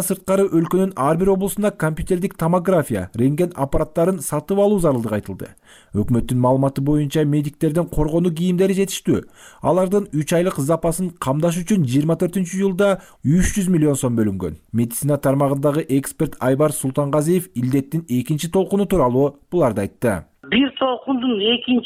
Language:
Kyrgyz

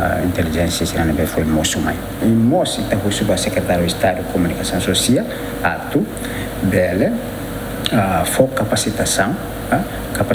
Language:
Tetum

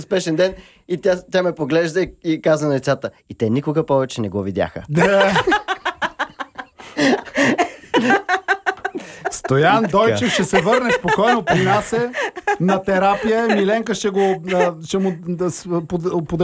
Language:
Bulgarian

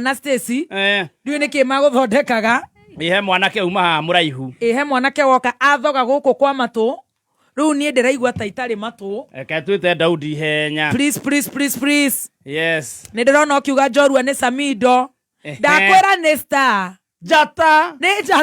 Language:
Kikuyu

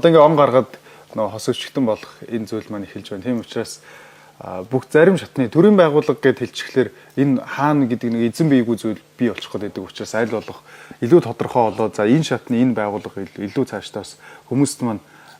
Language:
Mongolian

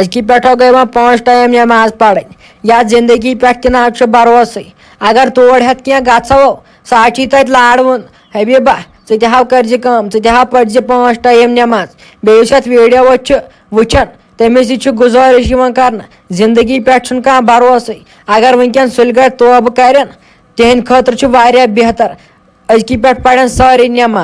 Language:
Kashmiri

